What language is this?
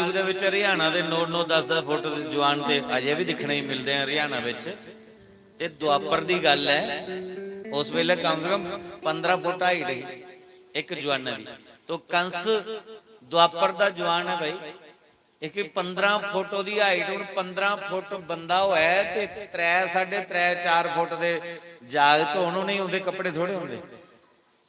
Dogri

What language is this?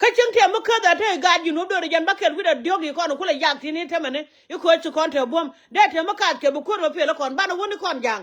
Nuer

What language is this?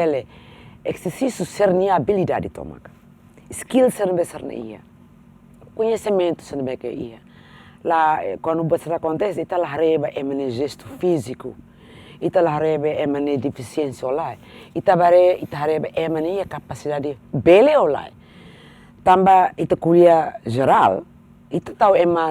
Tetum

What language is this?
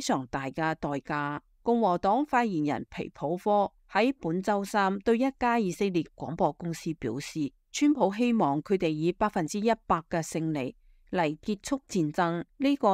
Cantonese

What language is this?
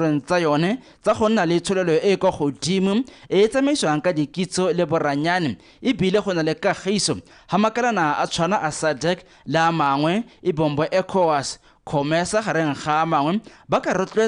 Tswana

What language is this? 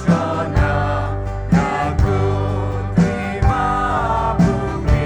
Poumei Naga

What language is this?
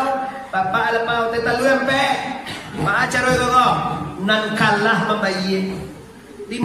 Minangkabau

